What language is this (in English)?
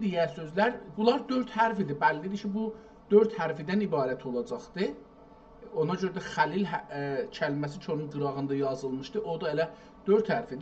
South Azerbaijani